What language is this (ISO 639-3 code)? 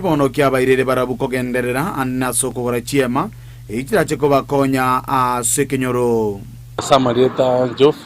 guz